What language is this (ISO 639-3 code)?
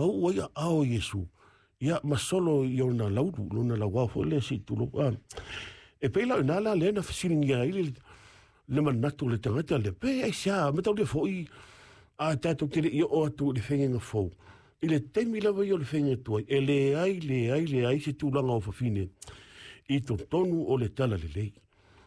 smo